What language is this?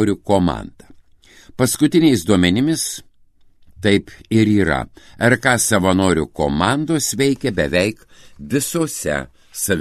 Lithuanian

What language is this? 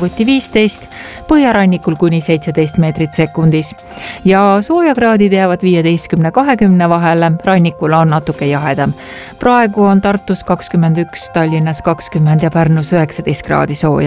Estonian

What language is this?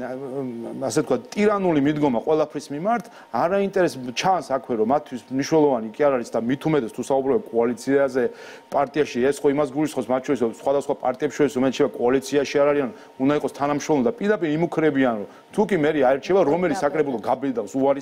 Georgian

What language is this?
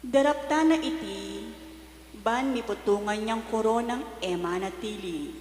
Pampanga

